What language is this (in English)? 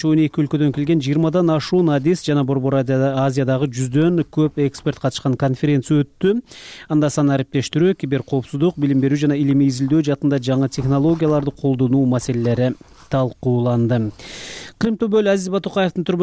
Kyrgyz